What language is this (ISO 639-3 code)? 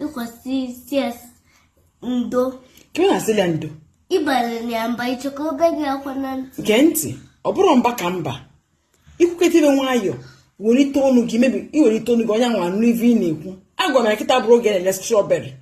ibo